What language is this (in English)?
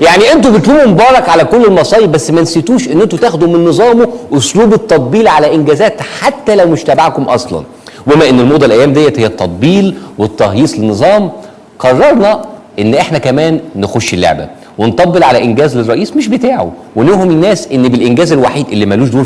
Egyptian Arabic